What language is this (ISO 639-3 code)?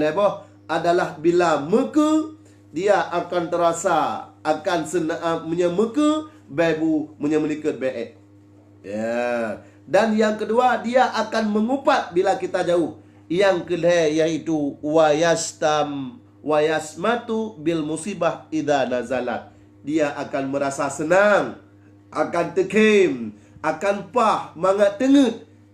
ace